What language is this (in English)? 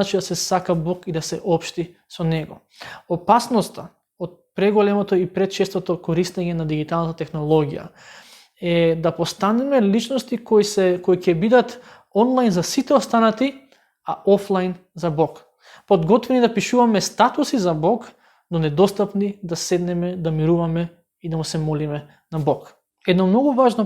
Macedonian